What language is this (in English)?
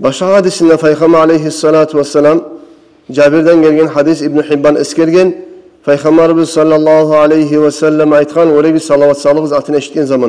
Kumyk